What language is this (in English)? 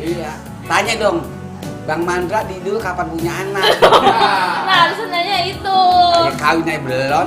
Betawi